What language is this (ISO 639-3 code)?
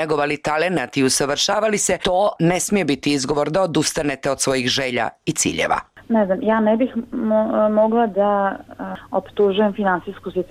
bos